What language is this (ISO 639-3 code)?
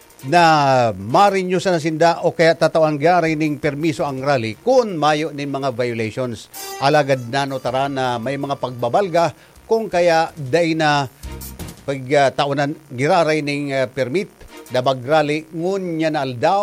bik